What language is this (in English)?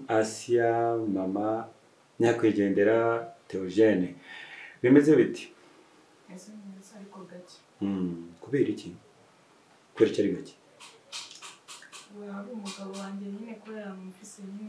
Kinyarwanda